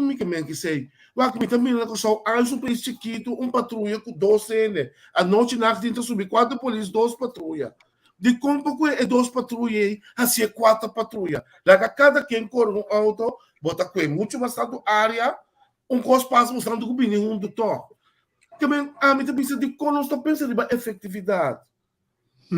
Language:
Papiamento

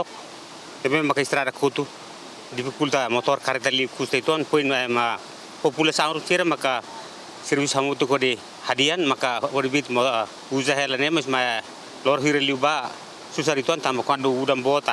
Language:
Tetum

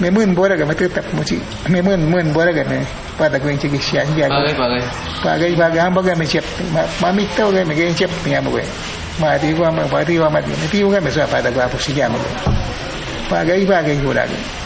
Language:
Awa-Cuaiquer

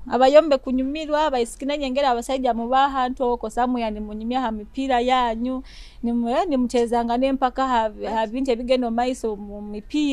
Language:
Nyoro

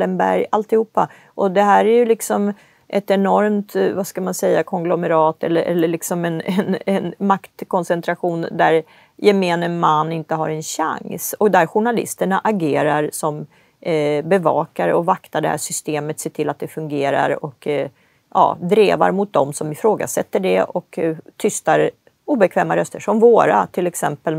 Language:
Swedish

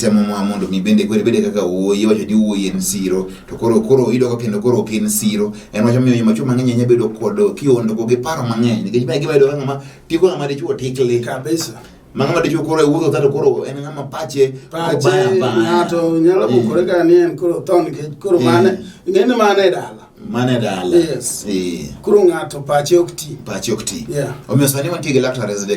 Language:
Luo (Kenya and Tanzania)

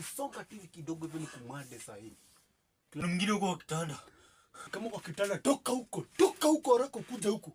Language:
Swahili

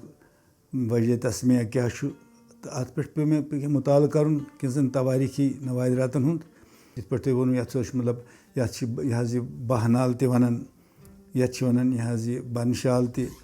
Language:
Kashmiri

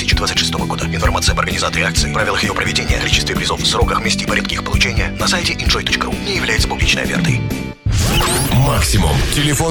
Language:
Russian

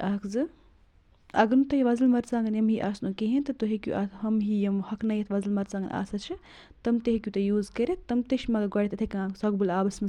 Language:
Kashmiri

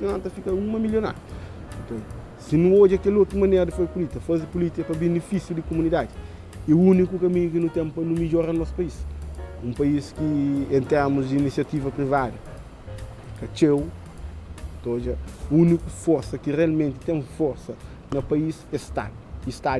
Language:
Kabuverdianu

